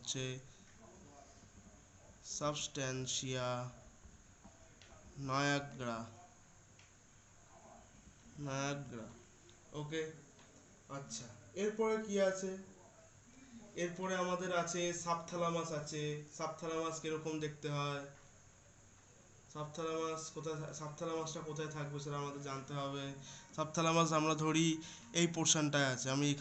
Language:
Bangla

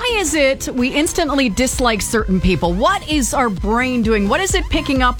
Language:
English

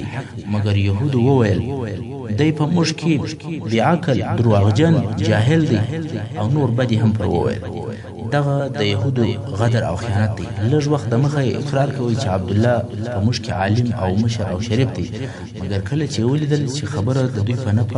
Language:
Pashto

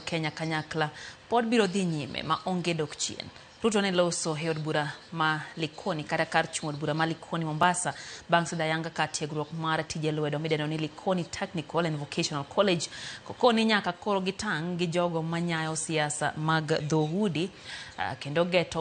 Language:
Luo (Kenya and Tanzania)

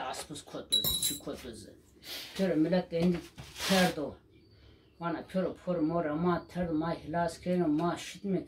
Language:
Zaza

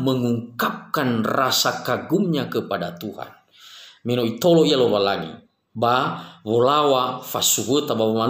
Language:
Nias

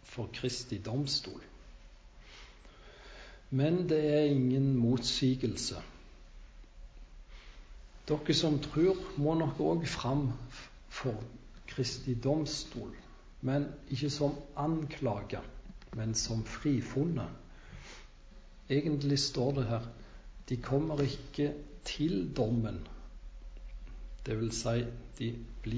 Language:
Norwegian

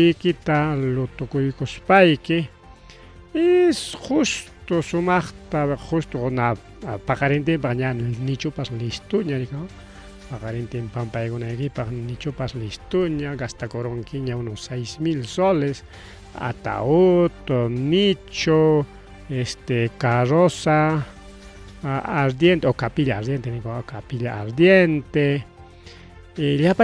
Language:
Ayacucho Quechua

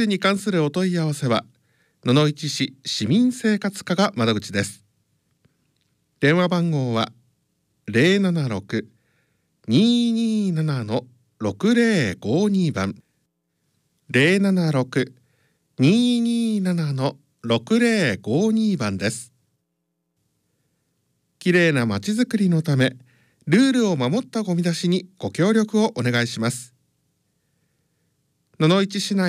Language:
Japanese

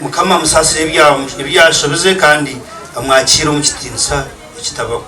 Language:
Nyankole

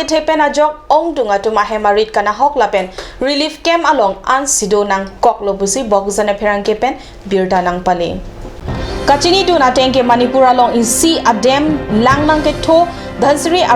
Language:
Karbi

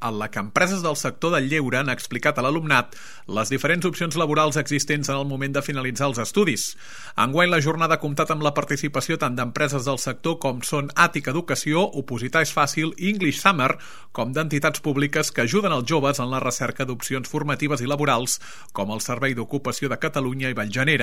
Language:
Catalan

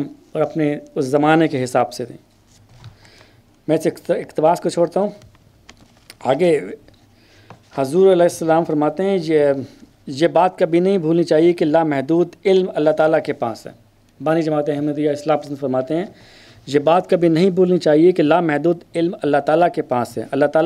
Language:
Urdu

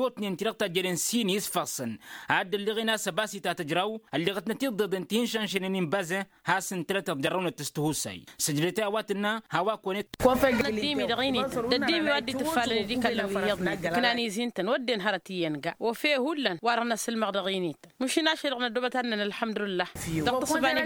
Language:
Tamasheq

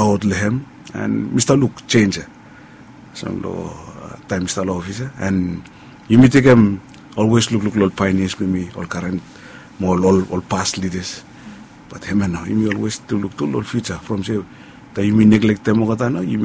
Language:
Bislama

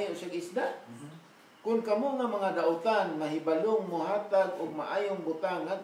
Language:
Cebuano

